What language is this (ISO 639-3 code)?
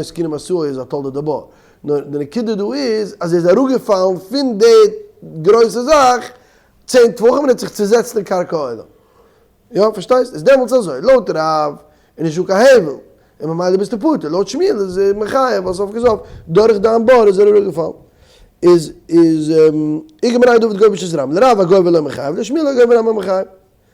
yid